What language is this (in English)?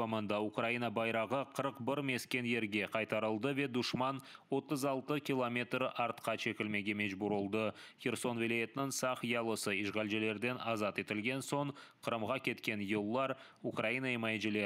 Crimean Tatar